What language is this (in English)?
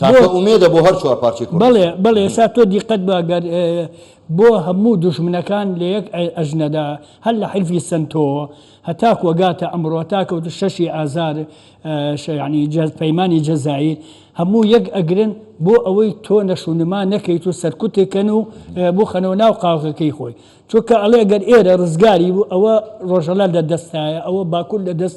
Central Kurdish